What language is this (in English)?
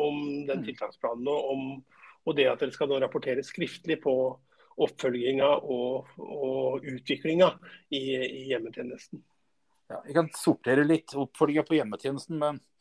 Norwegian